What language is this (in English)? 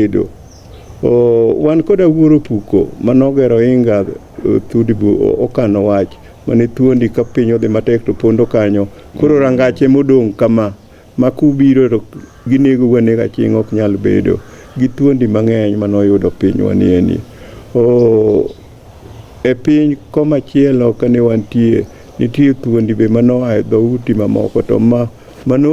Luo (Kenya and Tanzania)